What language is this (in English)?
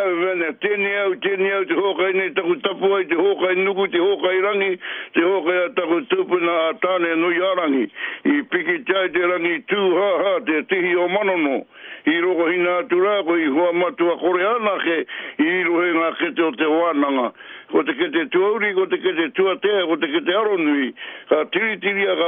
Māori